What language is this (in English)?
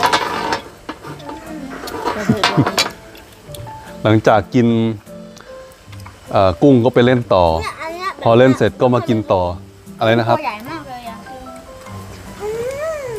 Thai